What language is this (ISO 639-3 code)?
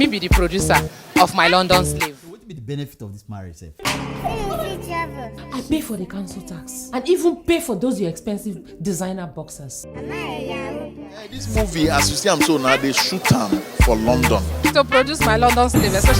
pcm